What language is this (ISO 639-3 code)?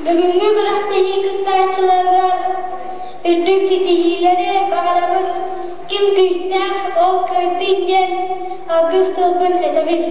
sah